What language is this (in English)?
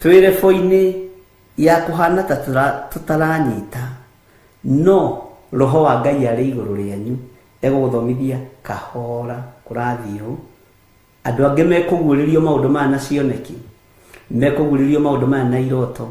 Kikuyu